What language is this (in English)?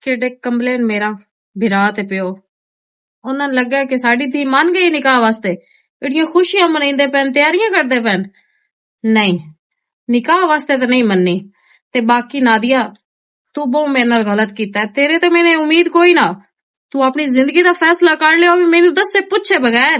Western Panjabi